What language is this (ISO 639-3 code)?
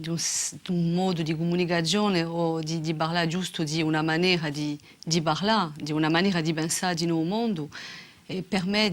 cos